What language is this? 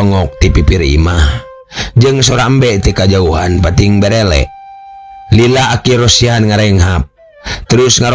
Sundanese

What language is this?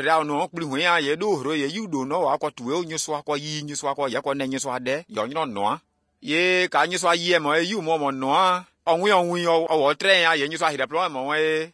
Somali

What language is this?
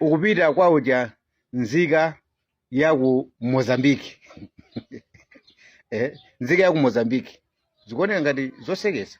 Nyanja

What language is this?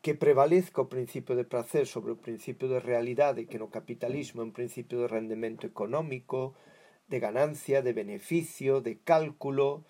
Galician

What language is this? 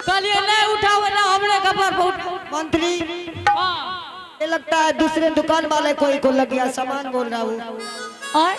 Angika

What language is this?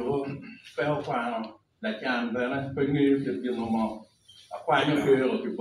Acoli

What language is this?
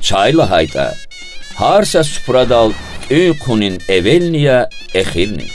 Lezghian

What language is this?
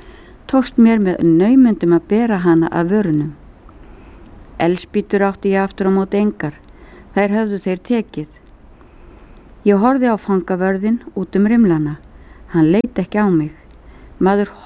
Icelandic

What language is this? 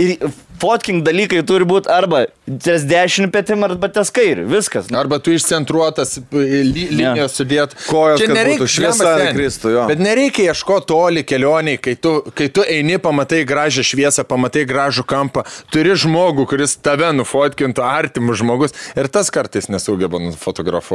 Lithuanian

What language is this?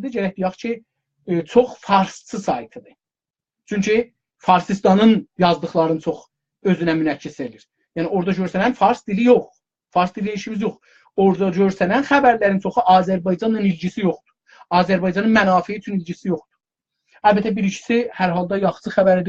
South Azerbaijani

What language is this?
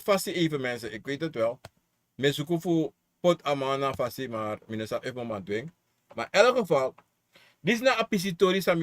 Sranan Tongo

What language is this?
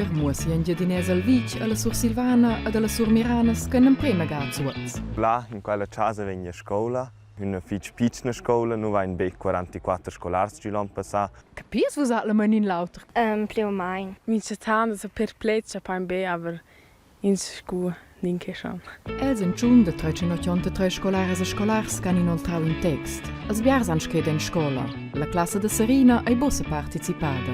Romansh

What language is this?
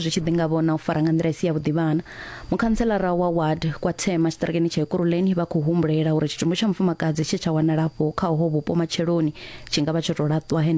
Venda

